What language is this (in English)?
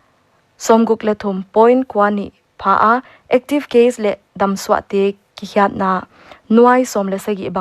Paite Chin